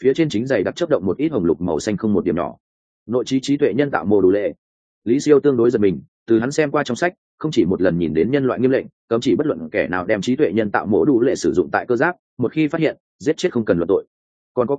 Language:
Vietnamese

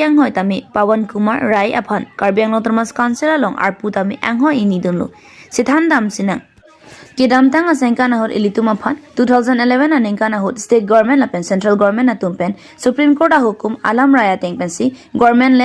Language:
Karbi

